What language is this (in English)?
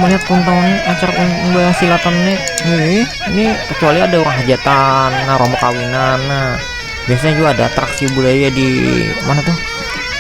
Banjar